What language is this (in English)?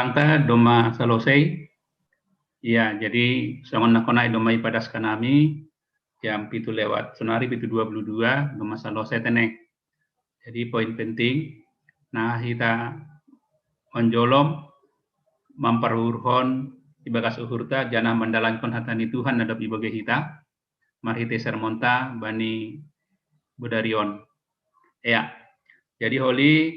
Batak Simalungun